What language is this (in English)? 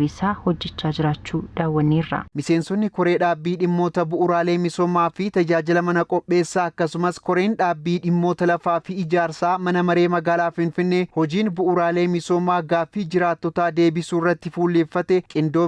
Oromo